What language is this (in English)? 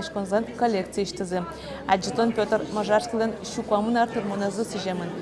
Udmurt